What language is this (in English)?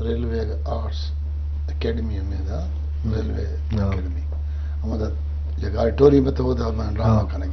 Eastern Balochi